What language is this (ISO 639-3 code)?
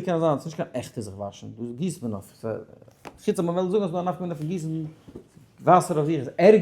yid